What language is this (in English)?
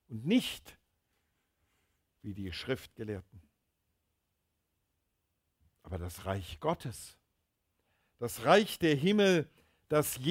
German